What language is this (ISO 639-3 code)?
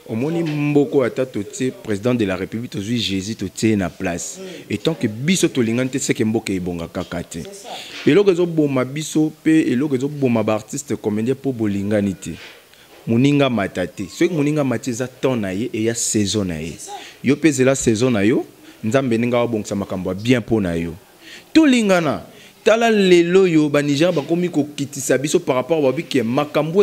lin